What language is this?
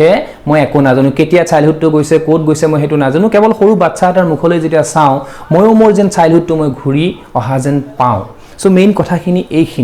Assamese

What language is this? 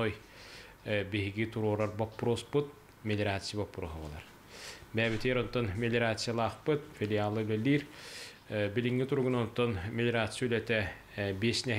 Yakut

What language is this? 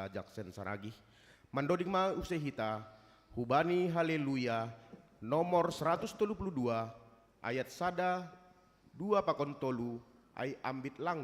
Batak Simalungun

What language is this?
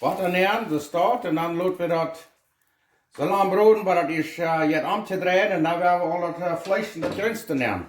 Plautdietsch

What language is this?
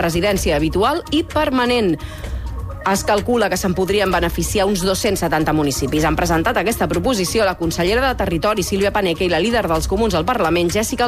Catalan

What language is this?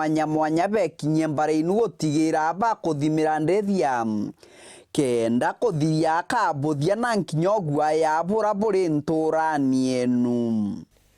Meru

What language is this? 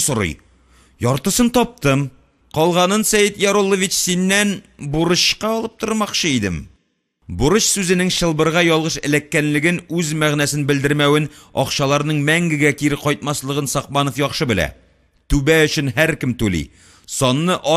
Tatar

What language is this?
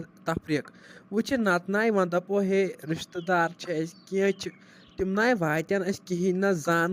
Kashmiri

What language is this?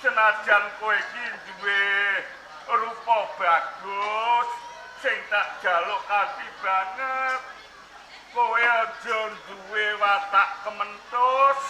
Javanese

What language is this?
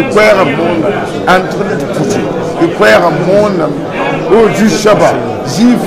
Mossi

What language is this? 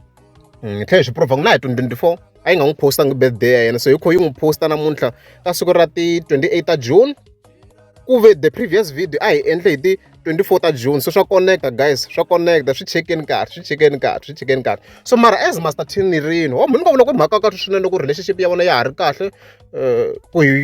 Tsonga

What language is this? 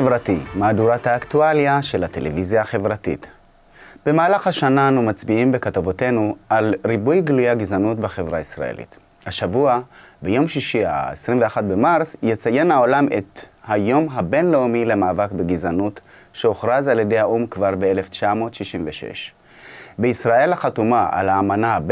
Hebrew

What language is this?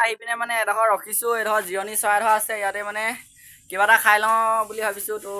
Assamese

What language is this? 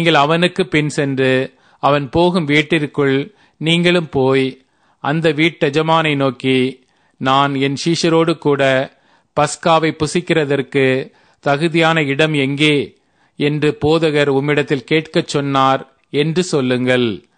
Tamil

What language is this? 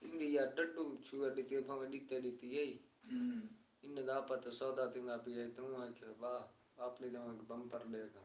Saraiki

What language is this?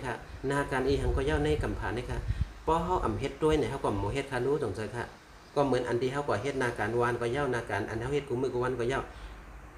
Shan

